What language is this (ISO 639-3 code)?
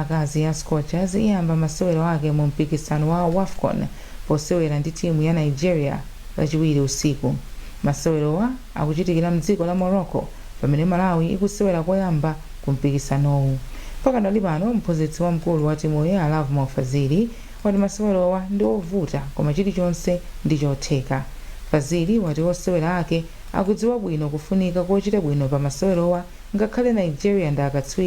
nya